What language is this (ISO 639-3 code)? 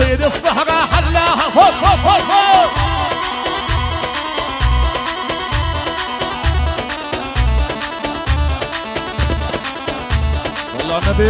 ajp